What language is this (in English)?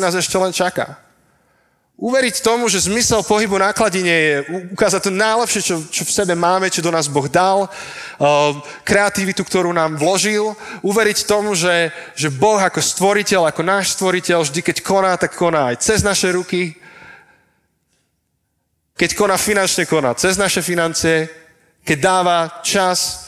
Slovak